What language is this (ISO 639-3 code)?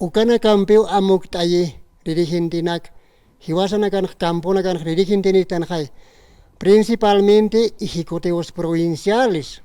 aym